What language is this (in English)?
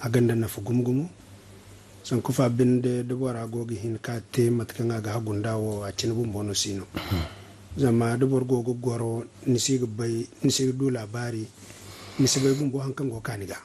Zarma